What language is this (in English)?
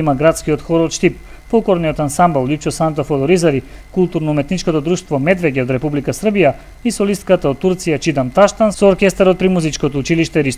Macedonian